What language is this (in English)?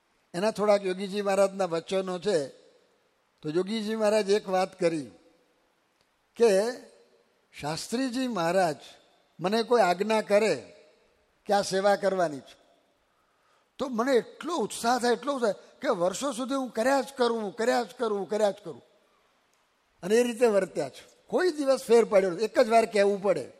Gujarati